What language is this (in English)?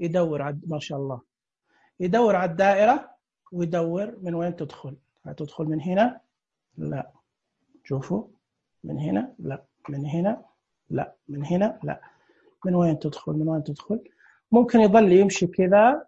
Najdi Arabic